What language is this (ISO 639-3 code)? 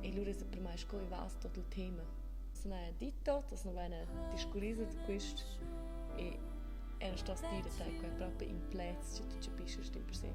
roh